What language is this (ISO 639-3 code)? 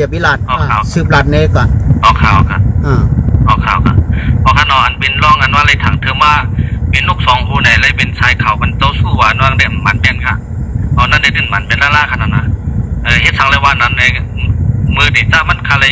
shn